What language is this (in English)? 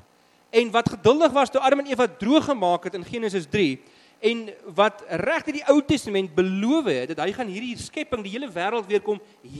Afrikaans